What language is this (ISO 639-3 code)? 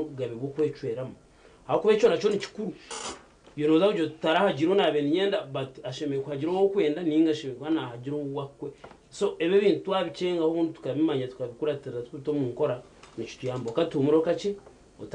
nyn